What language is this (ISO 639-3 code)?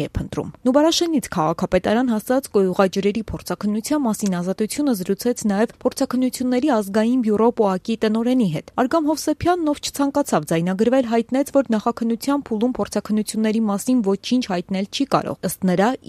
hye